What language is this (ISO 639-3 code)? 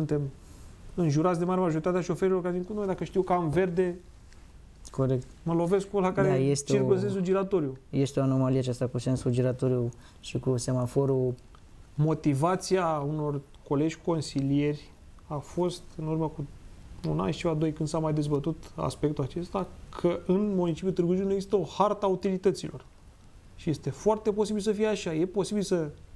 ron